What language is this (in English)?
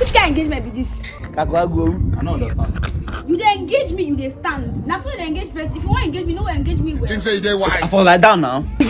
Nigerian Pidgin